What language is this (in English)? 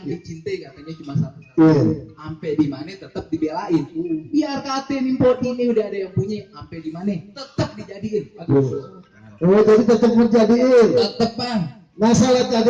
Betawi